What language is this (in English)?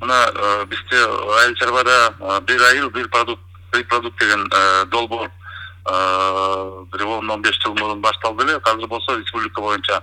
Kyrgyz